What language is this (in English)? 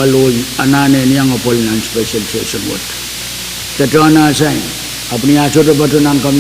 Pohnpeian